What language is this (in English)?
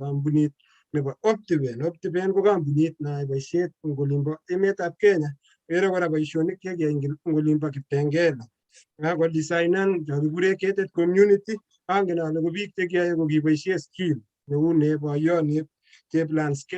Kalenjin